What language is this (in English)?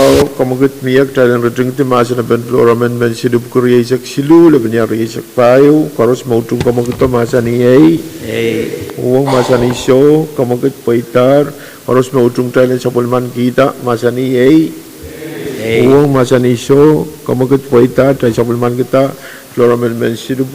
Pohnpeian